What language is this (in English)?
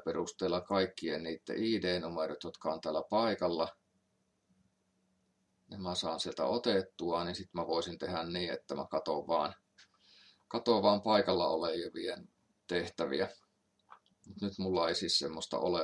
Finnish